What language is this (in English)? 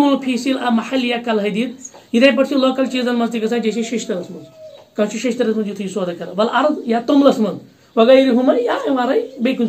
Kashmiri